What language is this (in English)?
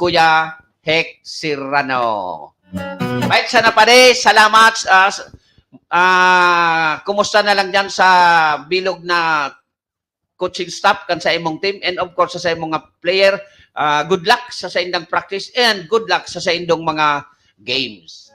Bikol